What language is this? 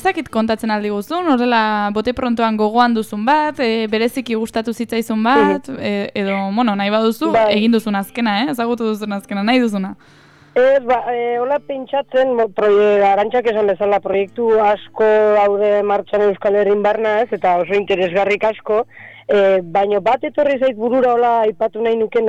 Basque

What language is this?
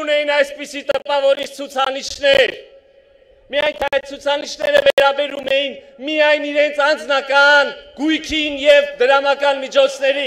Armenian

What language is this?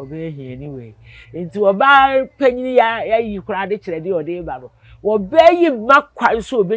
Akan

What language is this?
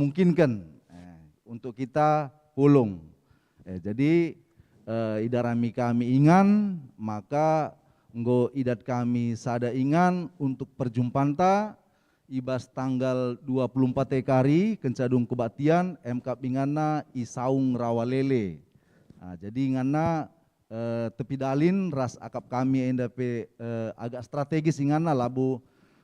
Batak Karo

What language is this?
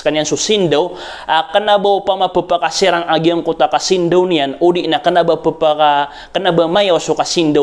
Maranao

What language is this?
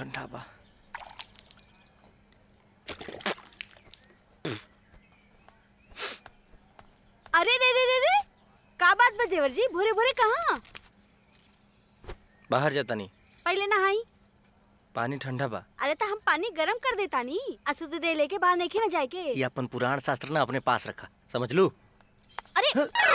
Bhojpuri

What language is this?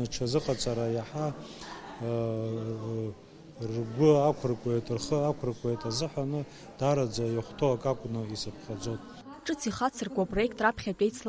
Abkhazian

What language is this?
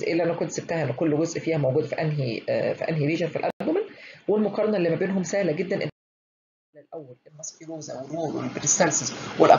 Egyptian Arabic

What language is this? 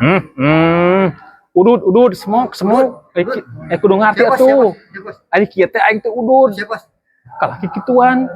Sundanese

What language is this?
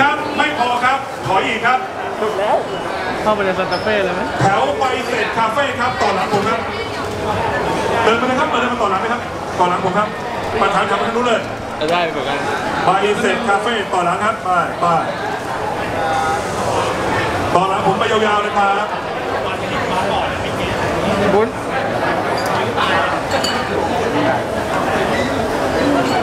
Thai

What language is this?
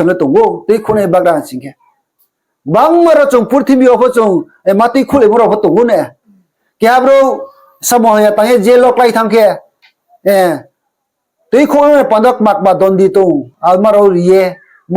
Riang (India)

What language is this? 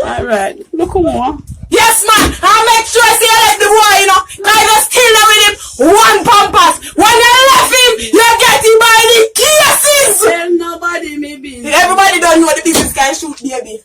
Jamaican Creole English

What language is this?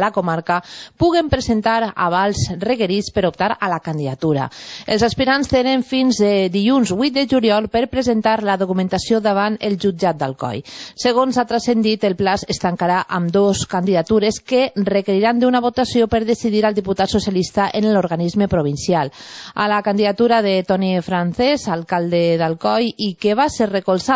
Catalan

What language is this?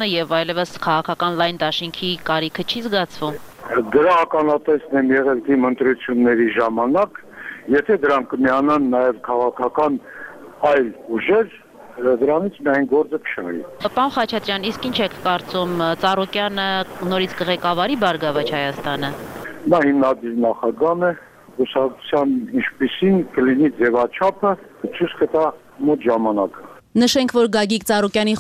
Armenian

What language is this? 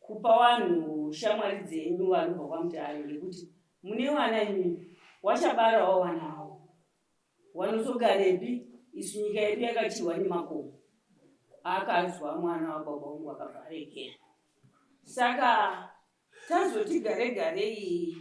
Shona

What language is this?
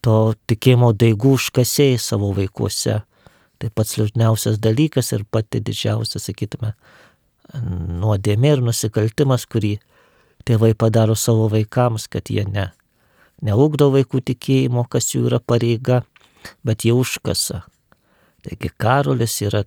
Lithuanian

